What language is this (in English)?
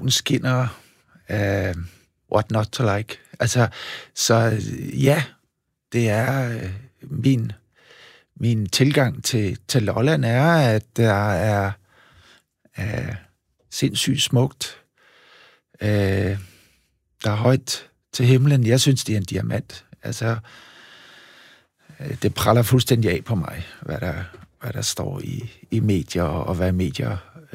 Danish